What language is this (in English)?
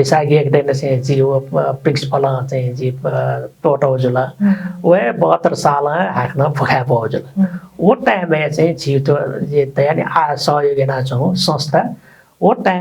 Newari